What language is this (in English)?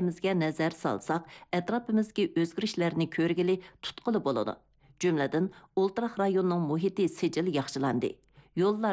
Uyghur